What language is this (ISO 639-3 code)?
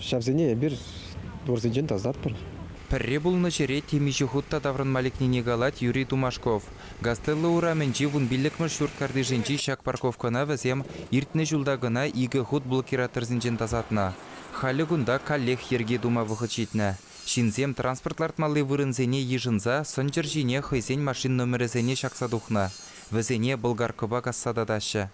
chv